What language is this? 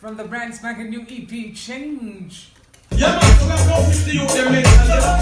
Jamaican Creole English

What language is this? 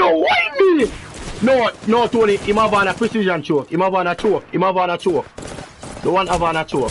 Jamaican Creole English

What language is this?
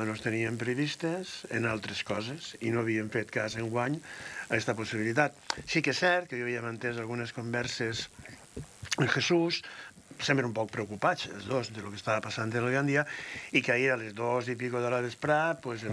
Catalan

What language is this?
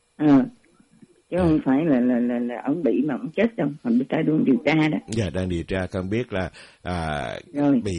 Vietnamese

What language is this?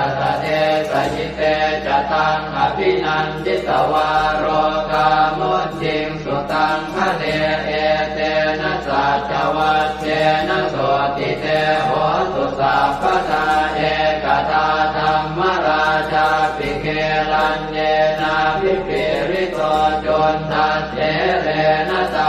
Pali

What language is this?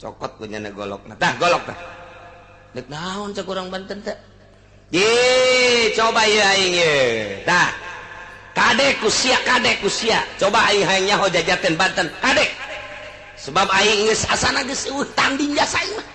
Sundanese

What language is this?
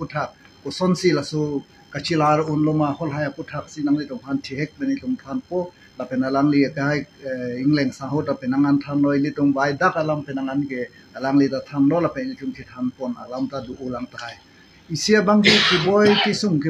Karbi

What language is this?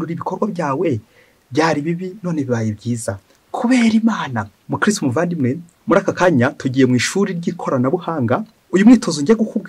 Kinyarwanda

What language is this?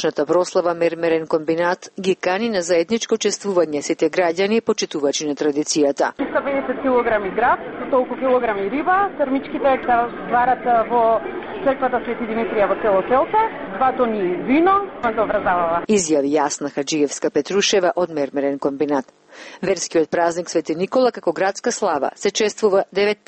Macedonian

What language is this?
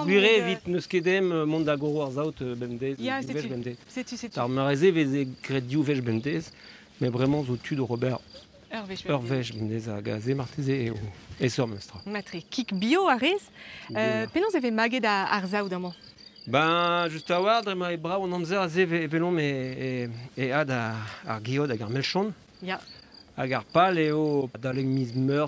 Breton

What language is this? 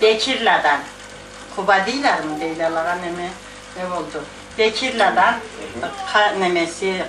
Karachay-Balkar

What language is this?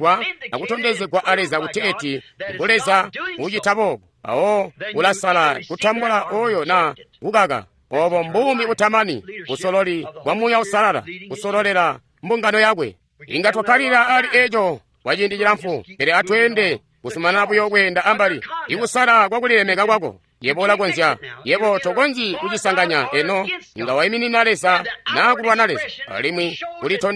Tonga (Zambia)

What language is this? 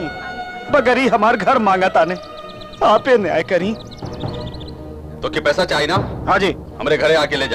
Bhojpuri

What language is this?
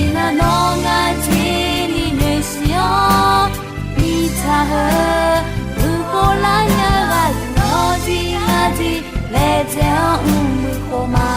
Akha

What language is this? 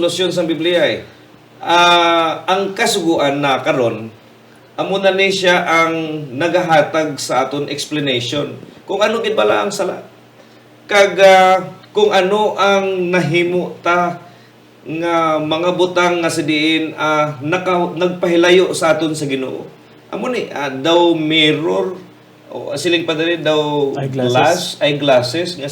Hiligaynon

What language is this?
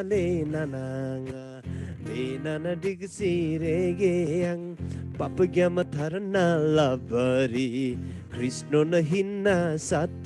Eastern Tamang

